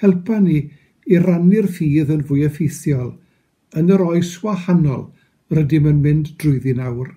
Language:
Welsh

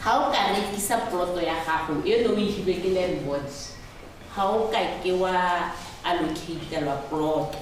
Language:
Tswana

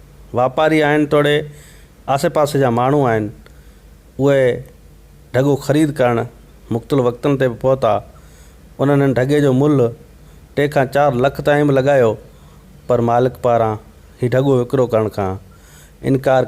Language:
Sindhi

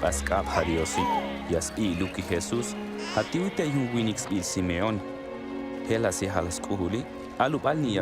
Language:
Tojolabal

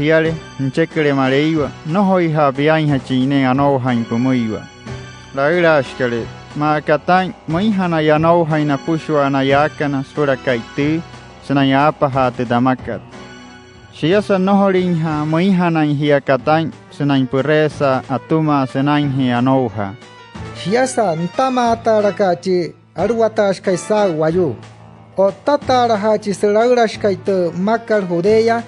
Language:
Wayuu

